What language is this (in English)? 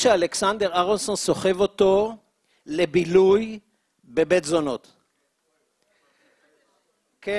Hebrew